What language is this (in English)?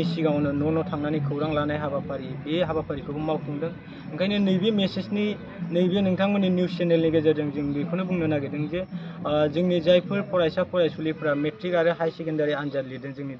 Bodo